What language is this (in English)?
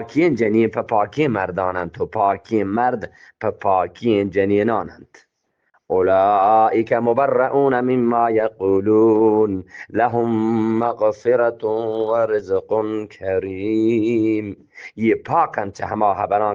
Eastern Balochi